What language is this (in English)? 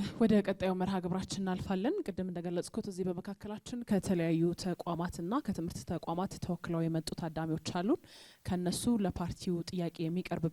Amharic